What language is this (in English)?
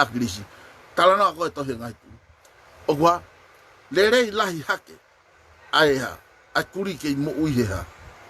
Tongan